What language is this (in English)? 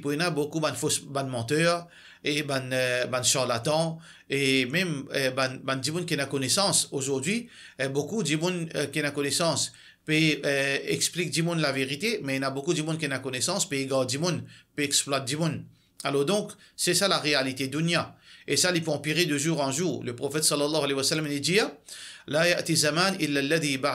Morisyen